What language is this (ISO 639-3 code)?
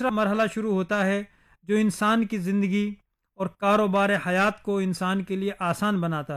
urd